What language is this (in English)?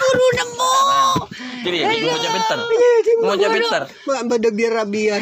Madurese